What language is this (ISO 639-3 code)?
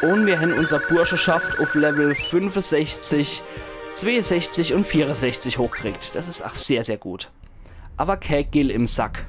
pfl